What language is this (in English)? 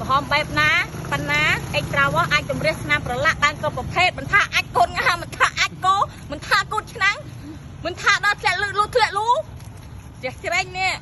Khmer